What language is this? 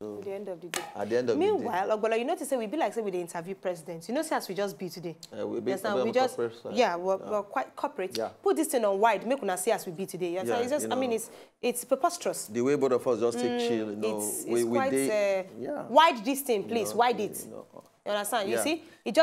Nigerian Pidgin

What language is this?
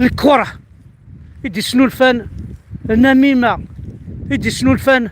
Kabyle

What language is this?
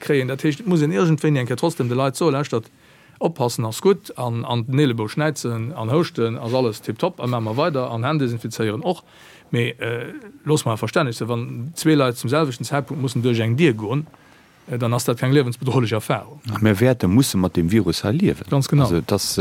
Luxembourgish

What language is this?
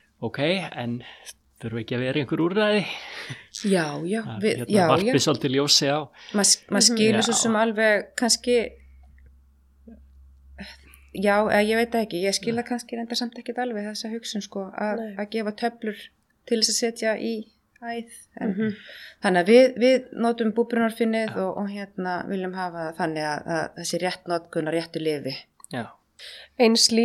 Icelandic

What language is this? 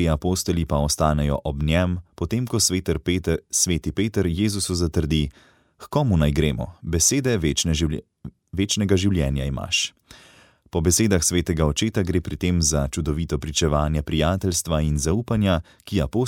Slovenian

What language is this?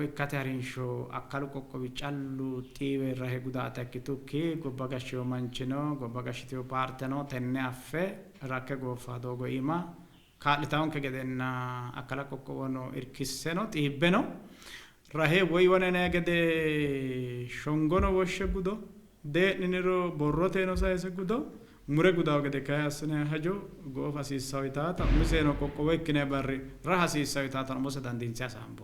Sidamo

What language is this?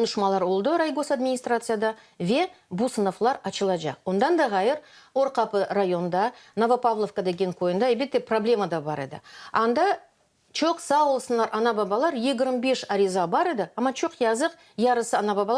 Crimean Tatar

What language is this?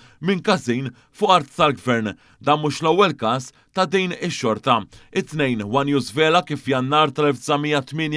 Maltese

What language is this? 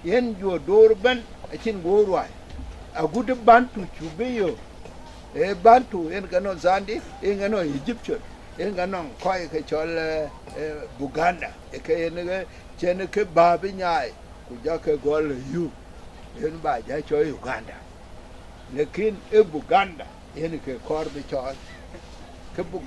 Dinka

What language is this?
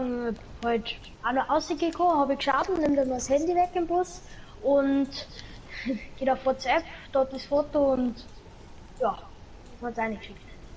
Bavarian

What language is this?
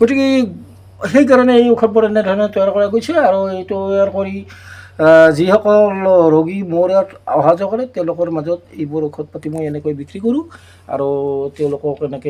Assamese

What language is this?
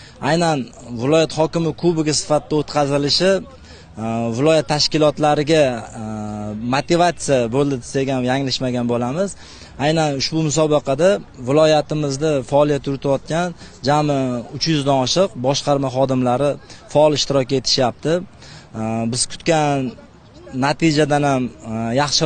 Uzbek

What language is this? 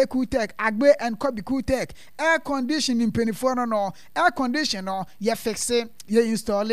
Akan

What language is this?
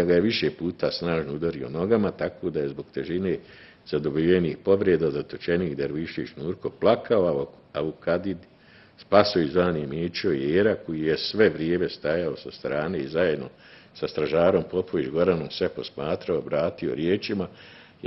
Bosnian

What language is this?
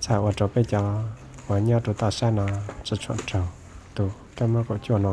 Hmong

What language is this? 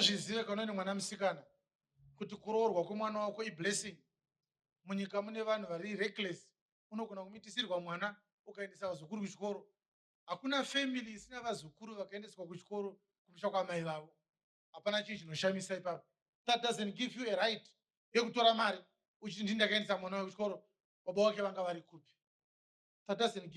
Shona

